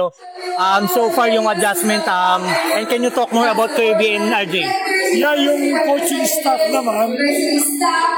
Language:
Filipino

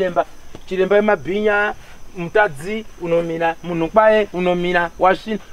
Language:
Shona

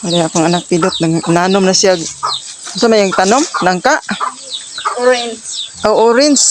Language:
Cebuano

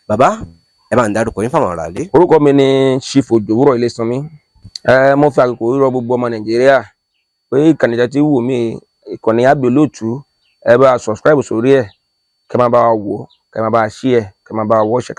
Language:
Yoruba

